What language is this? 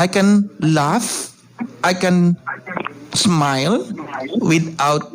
Hiligaynon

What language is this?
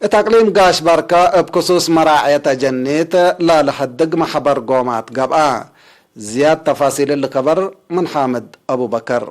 Tigre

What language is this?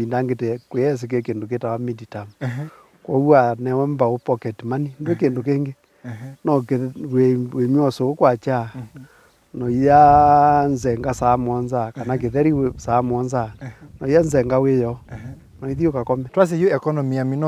Kamba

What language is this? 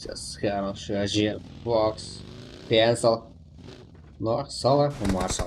Kara-Kalpak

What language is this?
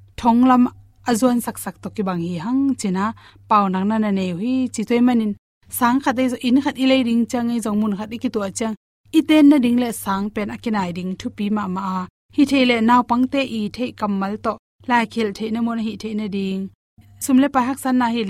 Tedim Chin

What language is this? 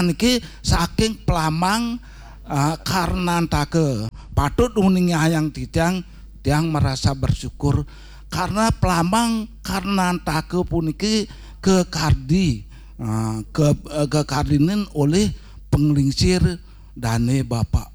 Balinese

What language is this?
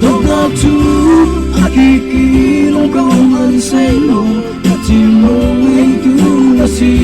Hakha Chin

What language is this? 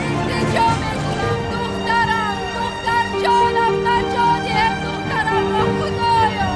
Tajik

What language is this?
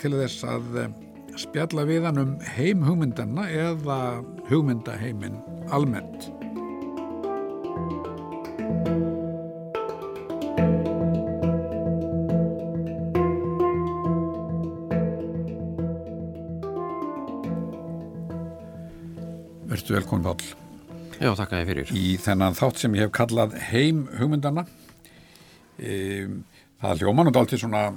Icelandic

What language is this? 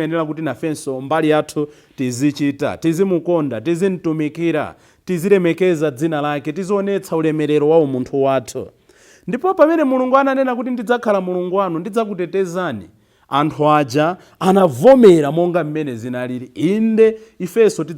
Nyanja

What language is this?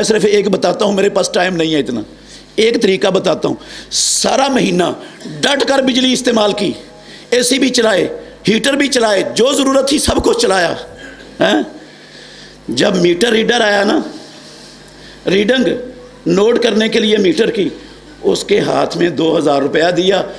Urdu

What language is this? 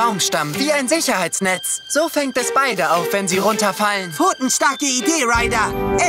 German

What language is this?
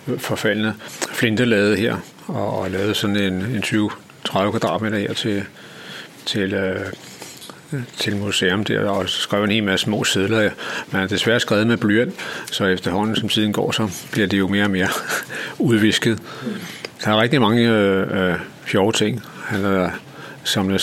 Danish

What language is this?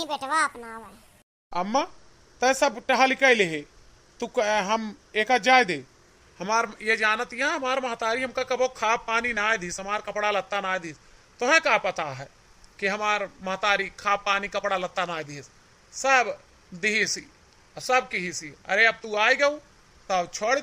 Awadhi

